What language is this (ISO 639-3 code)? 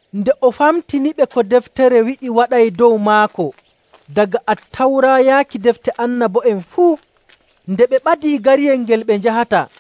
fuv